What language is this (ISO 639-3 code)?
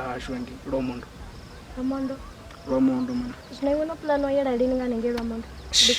ven